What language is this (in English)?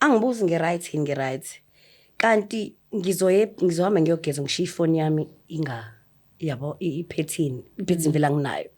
Zulu